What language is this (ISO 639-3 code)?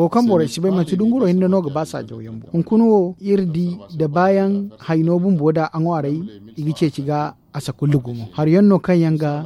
dje